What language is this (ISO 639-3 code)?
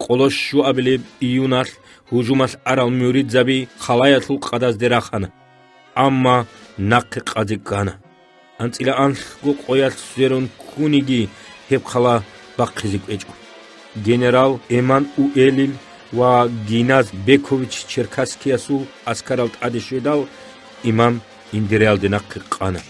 ava